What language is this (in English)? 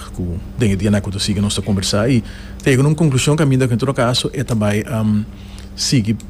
Papiamento